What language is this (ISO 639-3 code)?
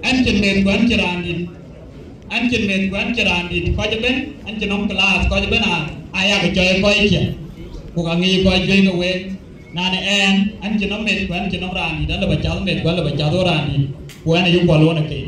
din